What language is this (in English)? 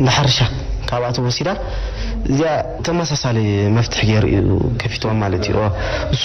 Tigrinya